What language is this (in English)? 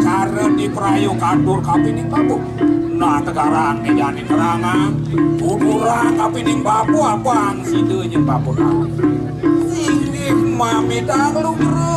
Balinese